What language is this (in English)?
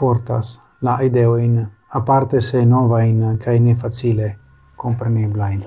Esperanto